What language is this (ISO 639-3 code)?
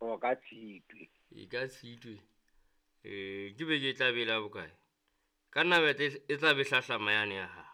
sot